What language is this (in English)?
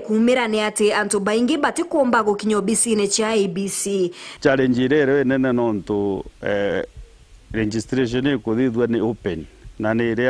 Meru